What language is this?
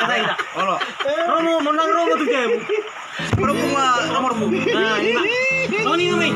Batak Toba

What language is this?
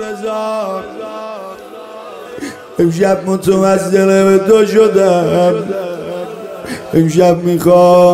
Persian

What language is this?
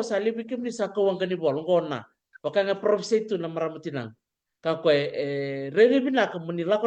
Fijian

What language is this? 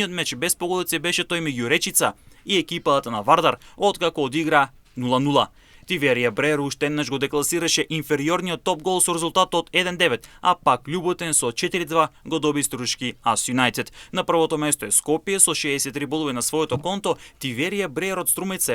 Macedonian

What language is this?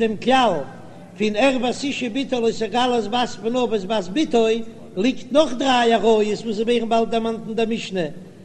Yiddish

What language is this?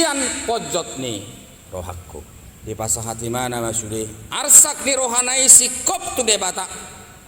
Batak Toba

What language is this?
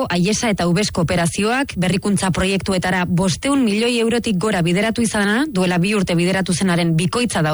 Basque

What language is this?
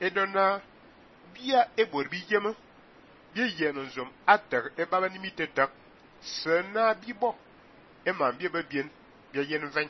Fang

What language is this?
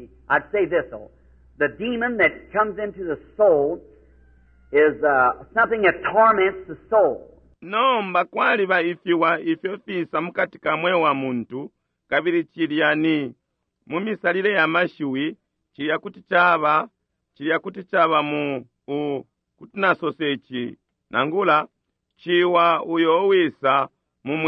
Bemba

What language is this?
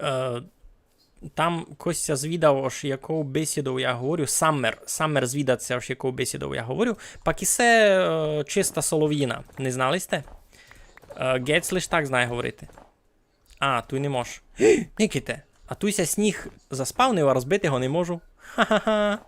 Rusyn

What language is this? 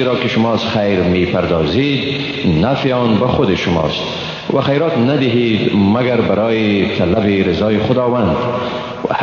Persian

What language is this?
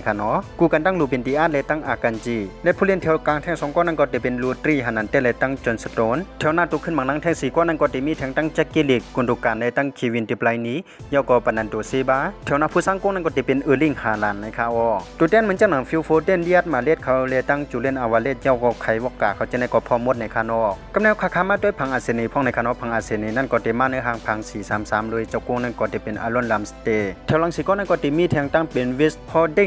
Shan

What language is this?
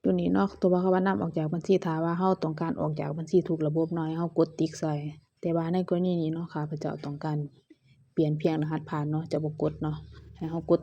Lao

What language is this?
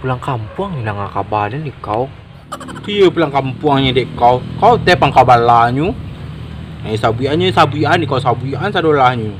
Minangkabau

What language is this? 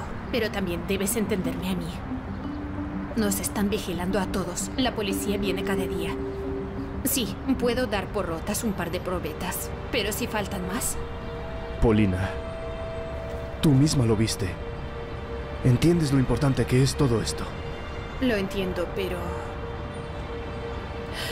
Spanish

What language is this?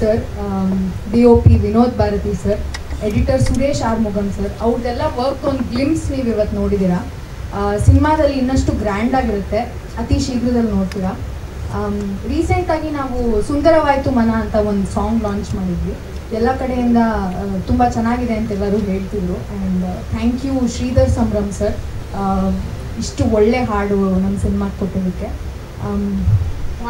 Kannada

